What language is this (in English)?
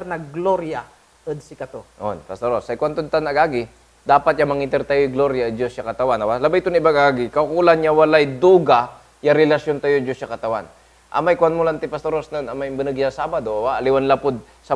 Pangasinan